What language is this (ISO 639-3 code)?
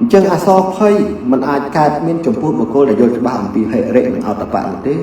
khm